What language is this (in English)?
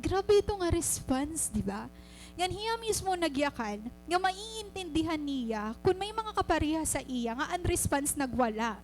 Waray